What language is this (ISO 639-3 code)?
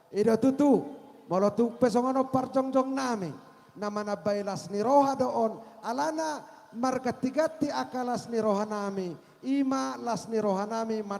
bbc